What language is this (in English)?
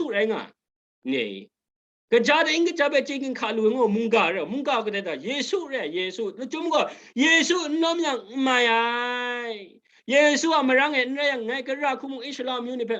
Kachin